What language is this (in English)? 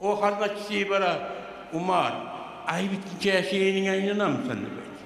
Kumyk